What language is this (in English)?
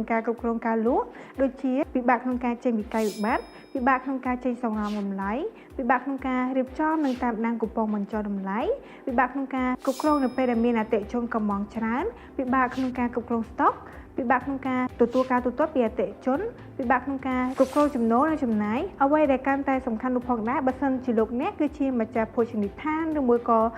Khmer